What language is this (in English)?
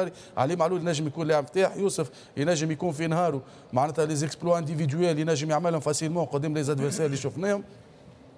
Tunisian Arabic